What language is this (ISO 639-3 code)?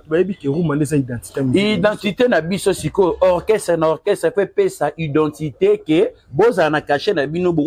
lin